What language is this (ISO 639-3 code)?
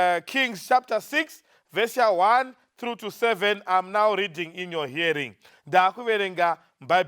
sna